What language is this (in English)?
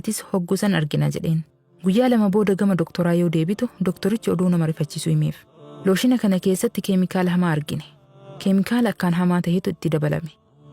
Oromo